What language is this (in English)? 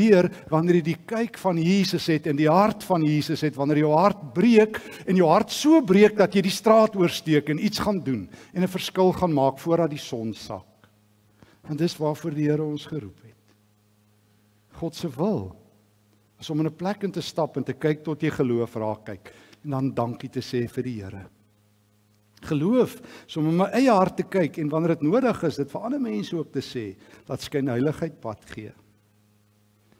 Afrikaans